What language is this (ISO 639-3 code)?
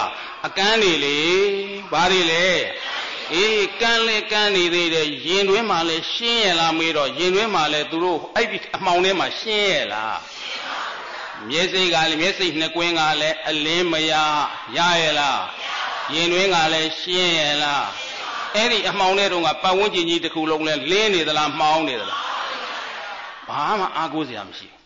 mya